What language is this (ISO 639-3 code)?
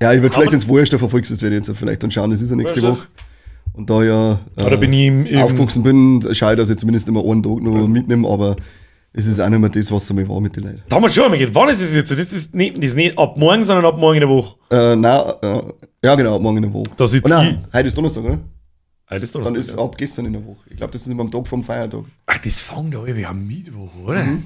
bar